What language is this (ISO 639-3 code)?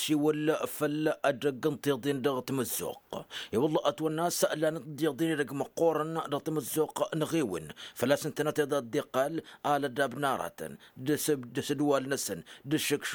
taq